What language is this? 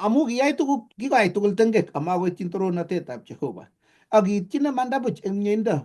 Kalenjin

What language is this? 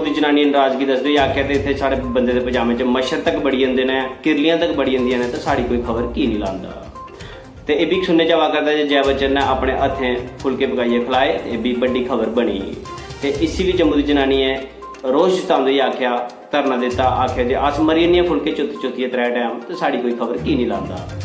Dogri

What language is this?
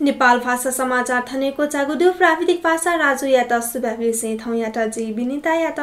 Newari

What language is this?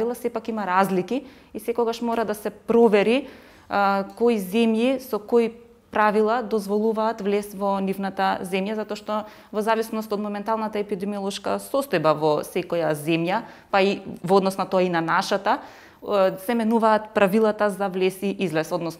Macedonian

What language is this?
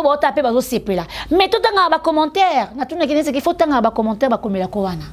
Lingala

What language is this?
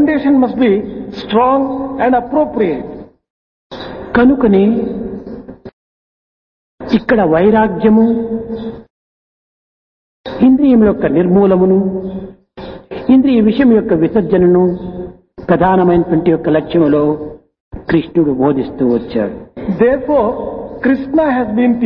Telugu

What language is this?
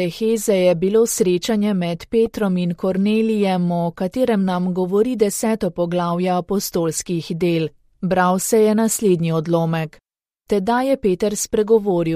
Slovenian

